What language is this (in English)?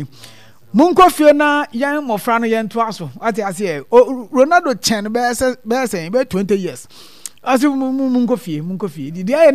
Akan